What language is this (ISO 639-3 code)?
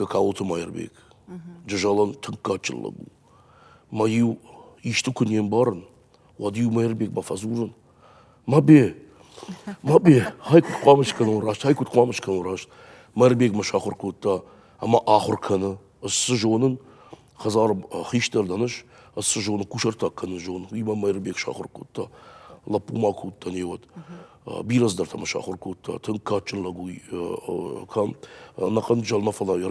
oss